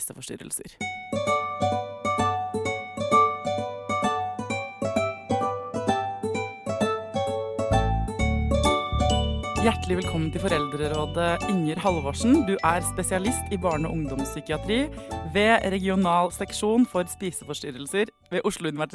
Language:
Norwegian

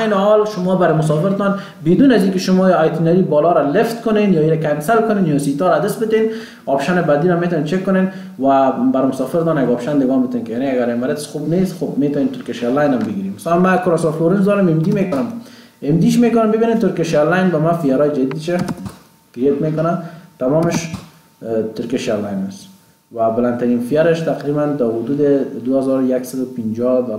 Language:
Persian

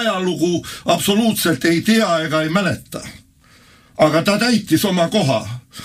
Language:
Estonian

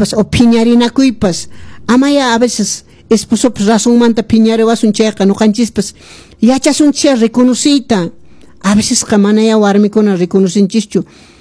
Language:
Quechua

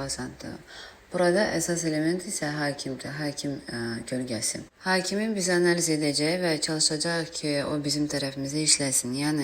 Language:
Azerbaijani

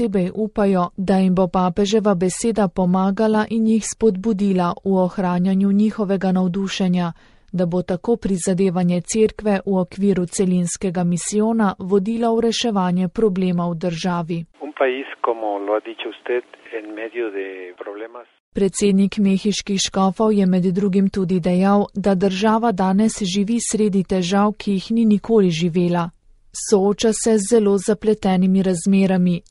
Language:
Slovenian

